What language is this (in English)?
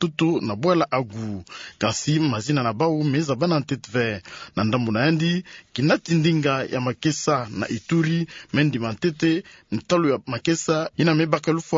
Kituba (Democratic Republic of Congo)